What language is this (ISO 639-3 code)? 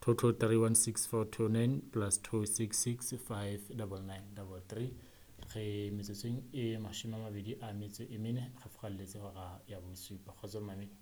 sot